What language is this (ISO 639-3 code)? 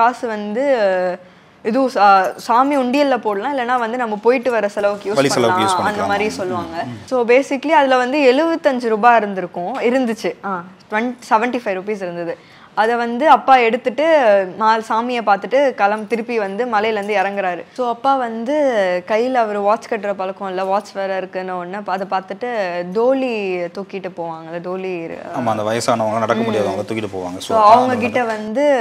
tam